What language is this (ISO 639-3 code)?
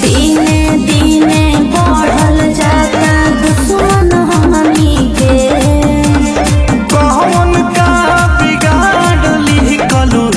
bho